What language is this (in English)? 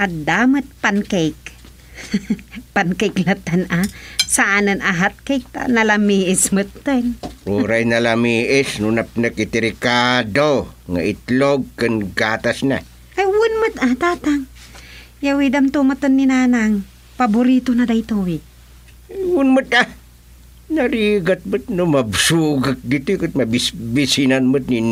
Iloko